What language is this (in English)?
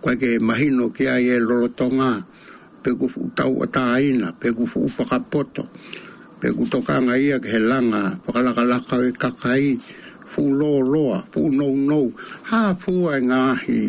Tongan